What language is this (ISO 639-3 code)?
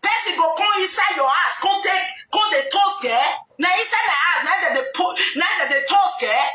pcm